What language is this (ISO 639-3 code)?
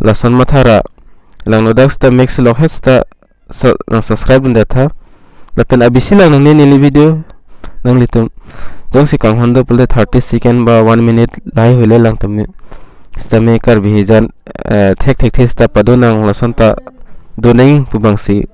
mjw